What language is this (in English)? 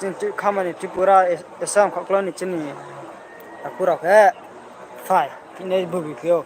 Riang (India)